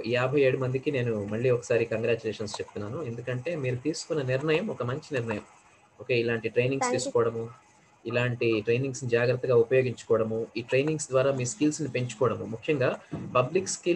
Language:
Telugu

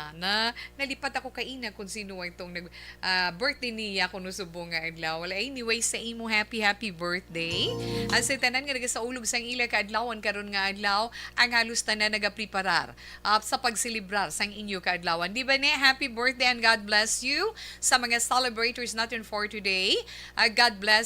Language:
Hiligaynon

